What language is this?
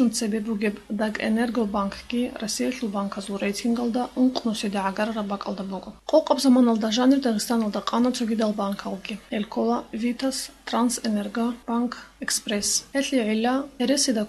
Avaric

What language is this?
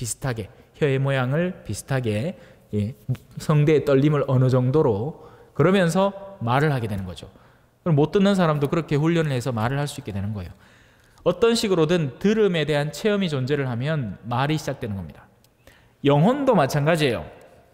Korean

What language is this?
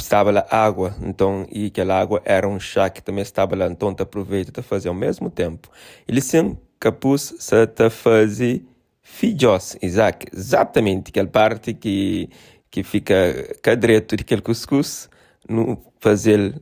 Kabuverdianu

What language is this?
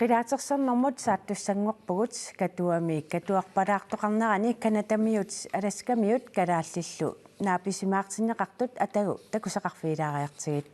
Kalaallisut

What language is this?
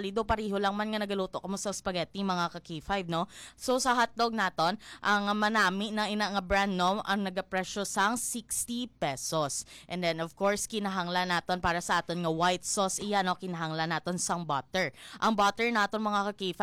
Hiligaynon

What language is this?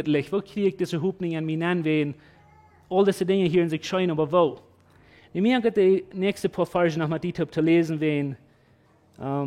Plautdietsch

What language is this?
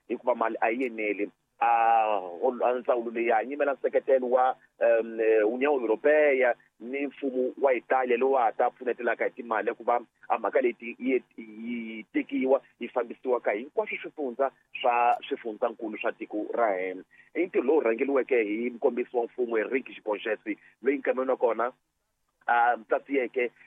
Tsonga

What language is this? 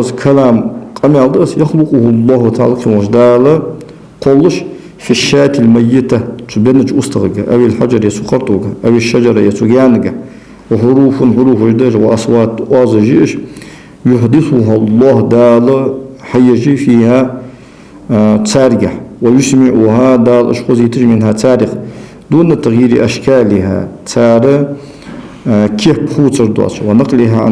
Ingush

